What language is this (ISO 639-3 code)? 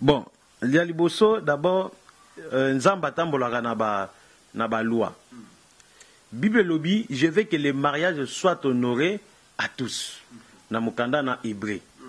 lin